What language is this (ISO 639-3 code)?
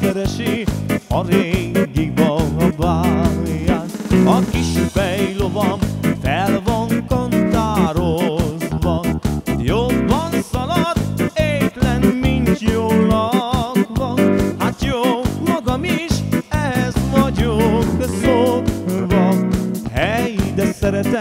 hun